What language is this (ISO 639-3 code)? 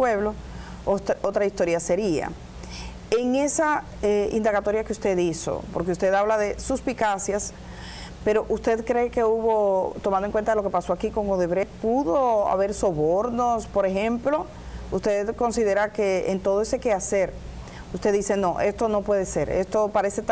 spa